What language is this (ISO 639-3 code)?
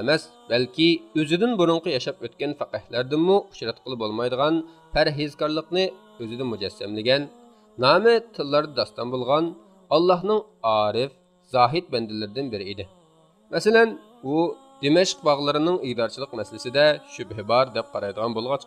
uig